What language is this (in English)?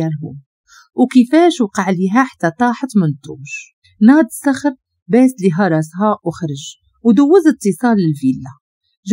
Moroccan Arabic